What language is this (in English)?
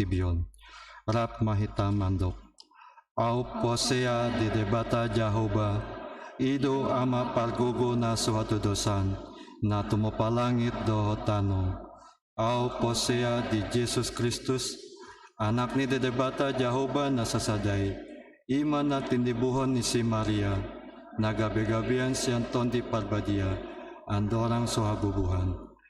Batak Toba